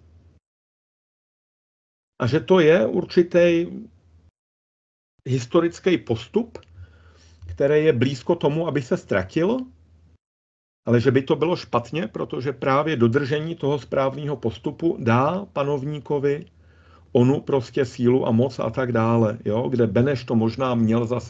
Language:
Czech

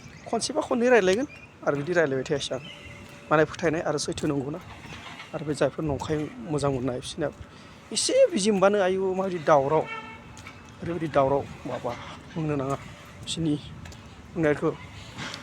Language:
Bodo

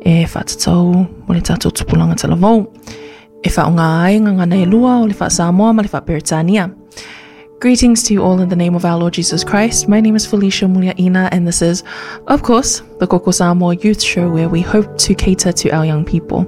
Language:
Samoan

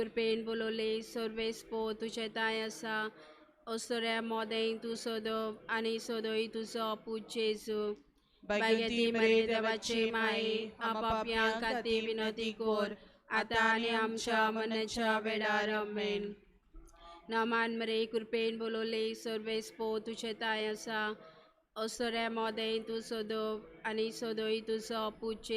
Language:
Konkani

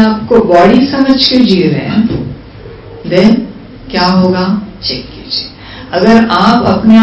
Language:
Hindi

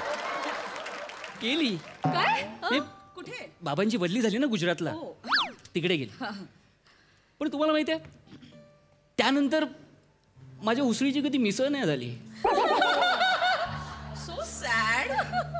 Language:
Marathi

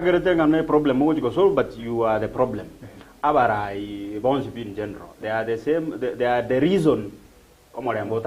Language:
Gusii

